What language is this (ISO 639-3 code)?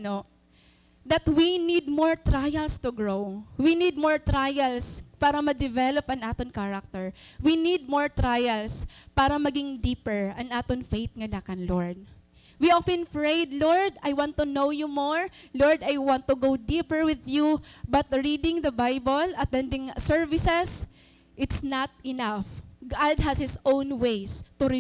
war